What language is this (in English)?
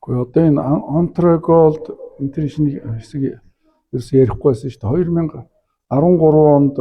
Mongolian